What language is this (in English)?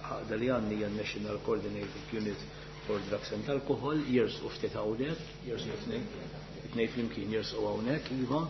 Maltese